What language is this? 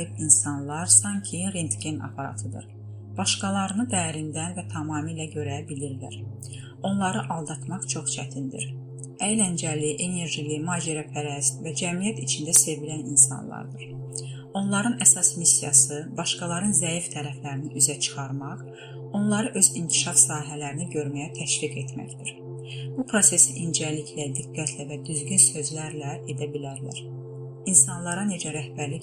Azerbaijani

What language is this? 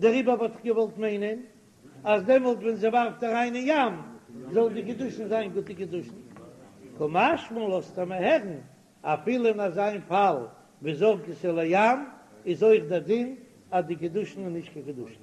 Yiddish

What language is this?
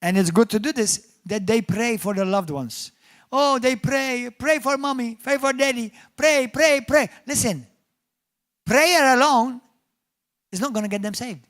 English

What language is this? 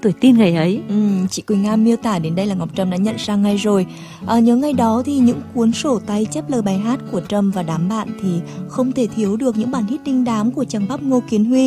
Vietnamese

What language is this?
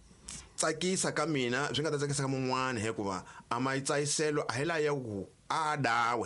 Tsonga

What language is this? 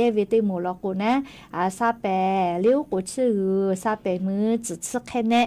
Lahu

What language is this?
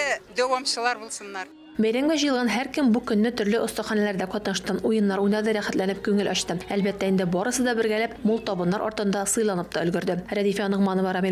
Tatar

